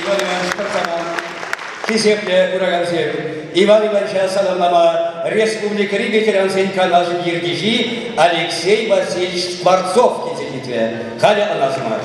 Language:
Chuvash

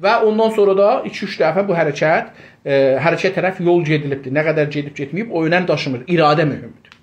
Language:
South Azerbaijani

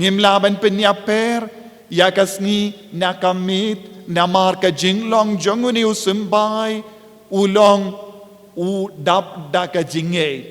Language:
Khasi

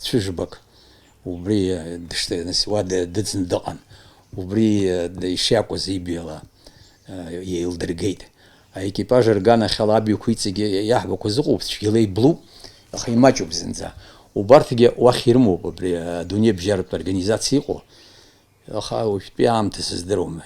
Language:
Abkhazian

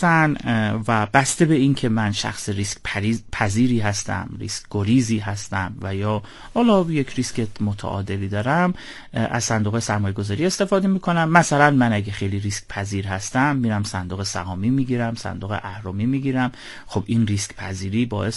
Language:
Persian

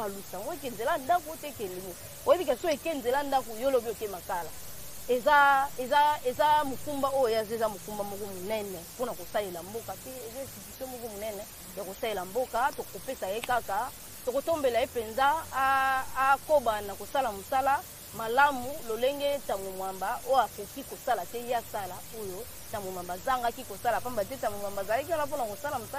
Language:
Lingala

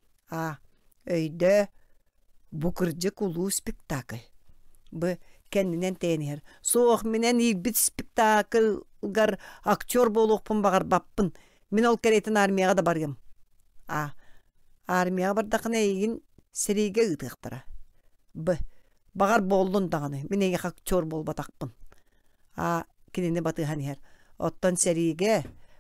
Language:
Yakut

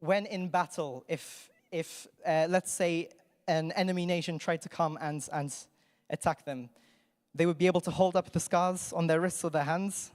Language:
English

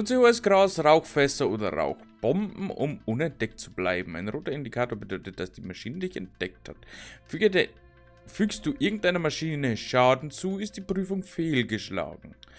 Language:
Bavarian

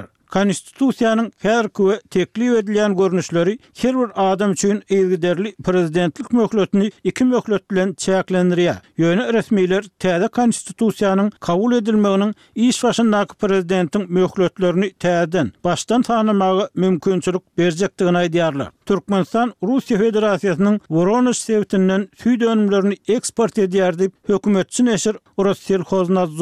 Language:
Turkmen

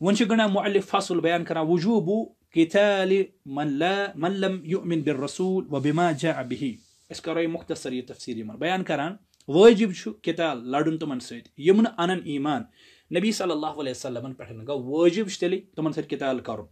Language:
Kashmiri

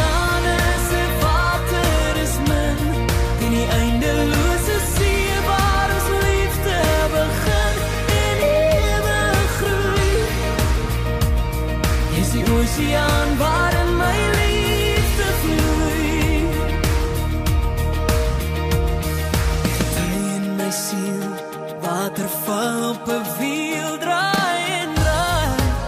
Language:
Afrikaans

